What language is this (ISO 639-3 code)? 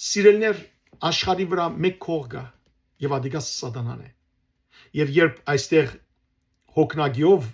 hyw